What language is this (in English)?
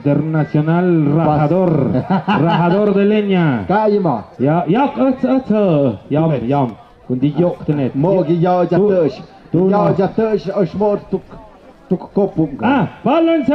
Tlahuitoltepec Mixe